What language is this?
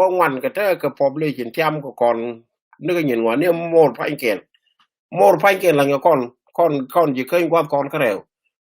Nuer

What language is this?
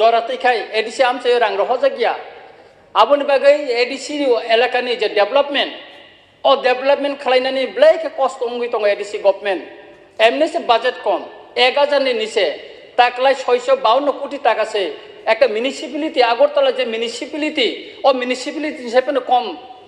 Kok Borok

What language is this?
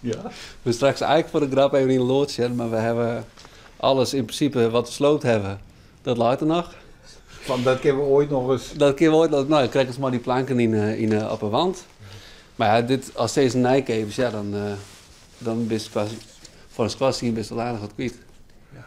Western Frisian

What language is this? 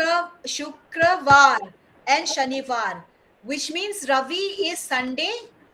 Paite Chin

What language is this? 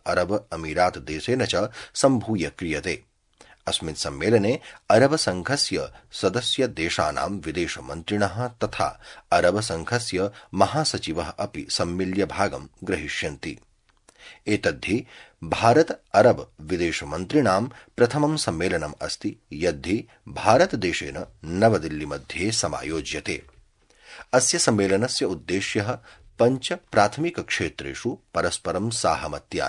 Sanskrit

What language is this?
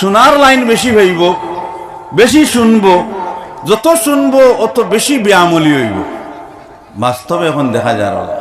Sylheti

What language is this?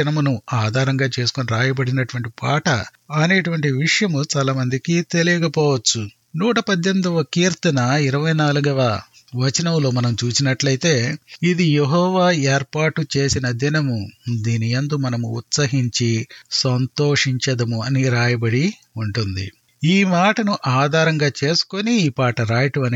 Telugu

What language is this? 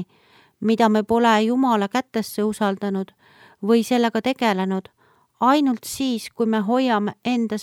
Estonian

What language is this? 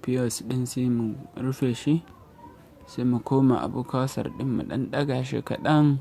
Hausa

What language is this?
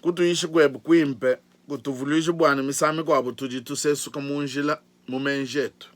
Luba-Lulua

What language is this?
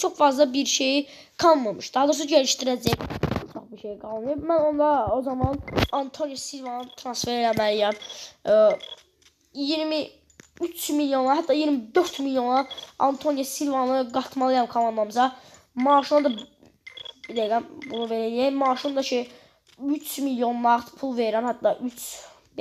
Azerbaijani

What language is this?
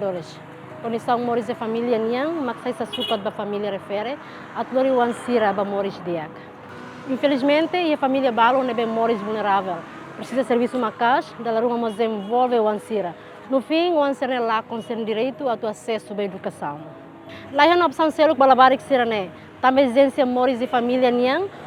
Tetum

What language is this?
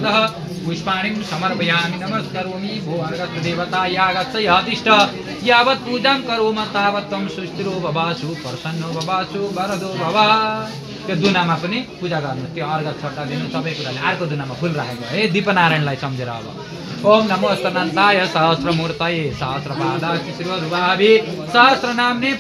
Nepali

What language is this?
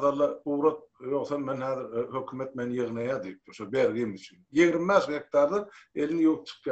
Turkmen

